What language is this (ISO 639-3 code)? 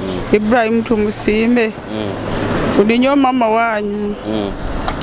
nyo